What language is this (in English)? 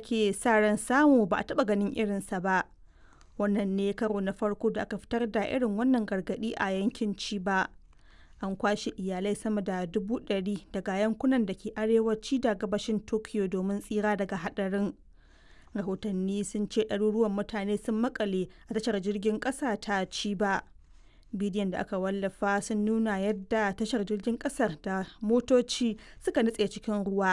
Hausa